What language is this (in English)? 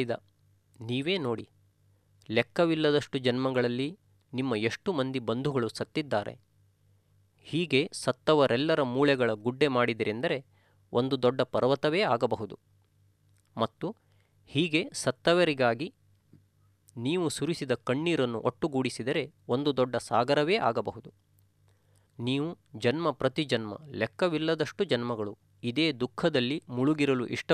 Kannada